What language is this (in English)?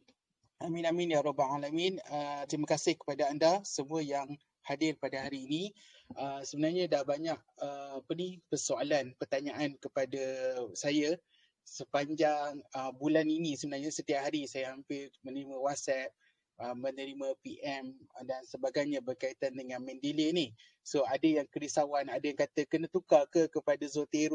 Malay